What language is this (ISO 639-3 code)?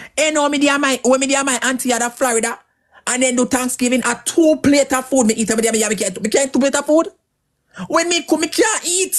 jam